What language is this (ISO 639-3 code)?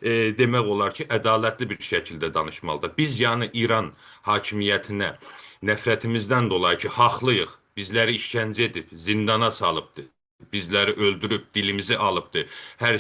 azb